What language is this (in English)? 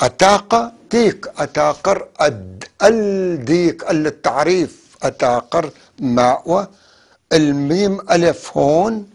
North Levantine Arabic